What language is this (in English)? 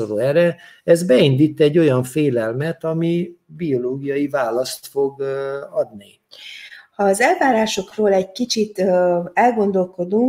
Hungarian